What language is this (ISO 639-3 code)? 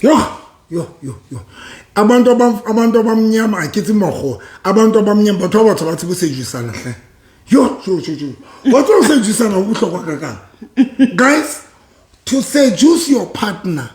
sot